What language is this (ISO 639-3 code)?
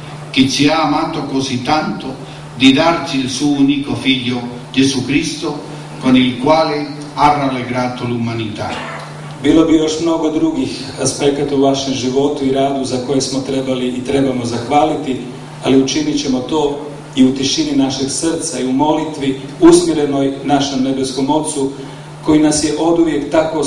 hrv